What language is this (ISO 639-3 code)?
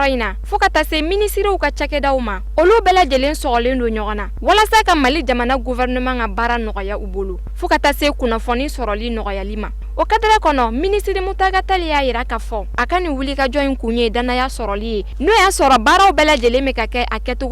bam